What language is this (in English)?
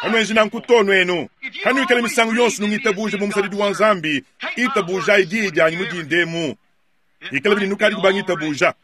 Luba-Lulua